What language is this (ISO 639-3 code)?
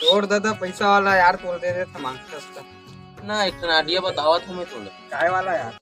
hne